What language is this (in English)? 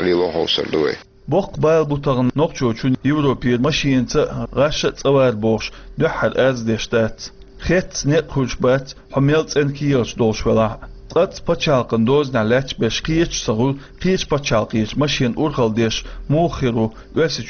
Chechen